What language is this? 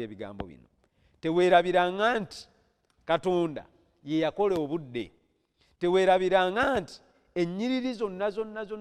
Ganda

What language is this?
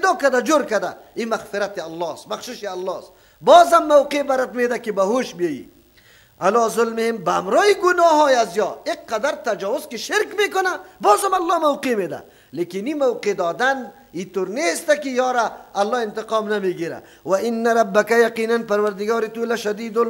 Persian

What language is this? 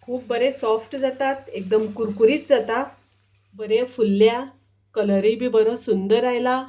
Konkani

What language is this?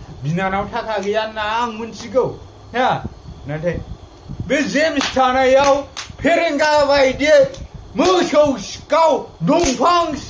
Bodo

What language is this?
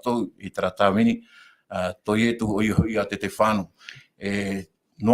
Tahitian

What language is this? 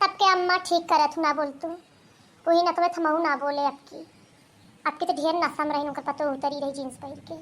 Bhojpuri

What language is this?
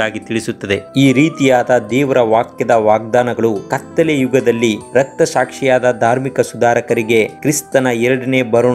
Kannada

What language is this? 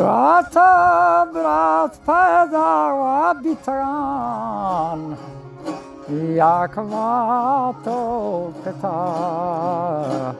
Baluchi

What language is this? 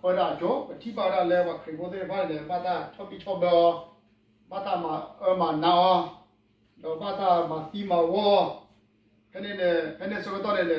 S'gaw Karen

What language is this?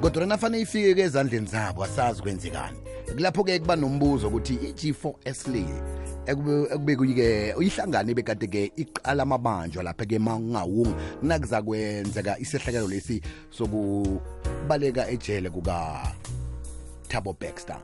South Ndebele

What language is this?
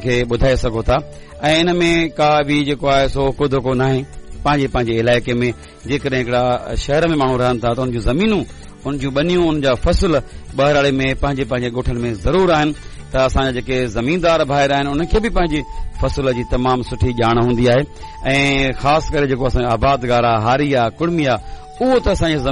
Sindhi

